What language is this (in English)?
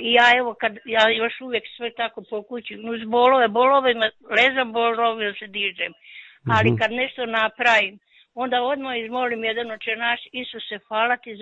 Croatian